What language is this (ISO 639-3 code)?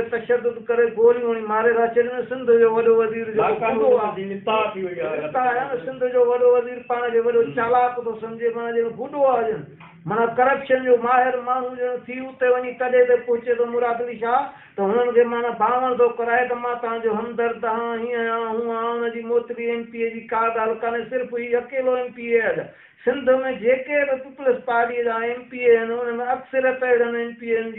snd